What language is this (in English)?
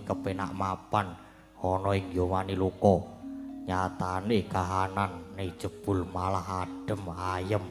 Javanese